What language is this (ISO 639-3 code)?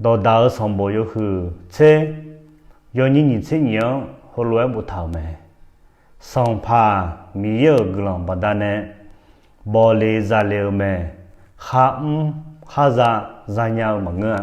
ahk